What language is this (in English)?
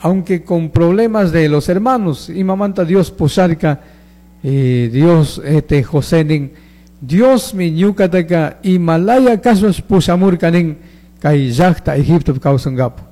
Chimborazo Highland Quichua